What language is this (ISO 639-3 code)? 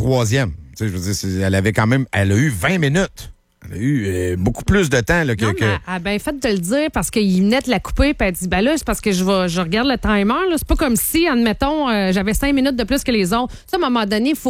fra